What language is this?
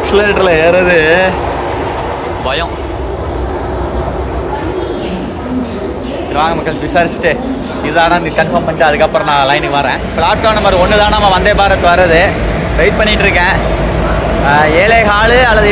Tamil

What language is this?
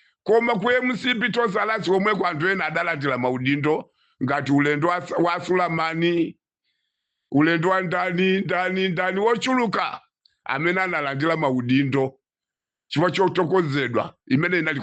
Nyanja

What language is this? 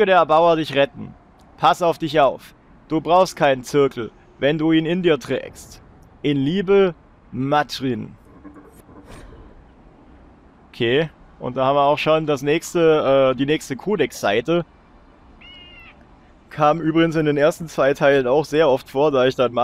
German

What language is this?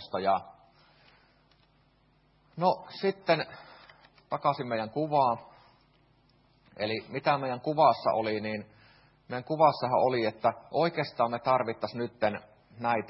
Finnish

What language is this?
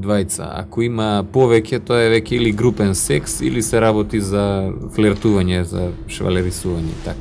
Macedonian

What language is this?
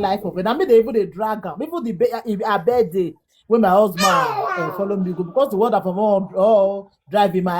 Nigerian Pidgin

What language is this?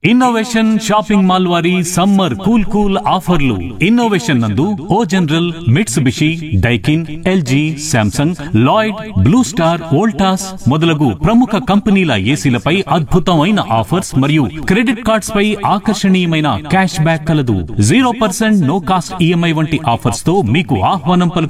Telugu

